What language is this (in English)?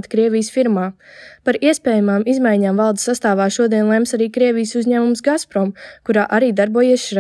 Latvian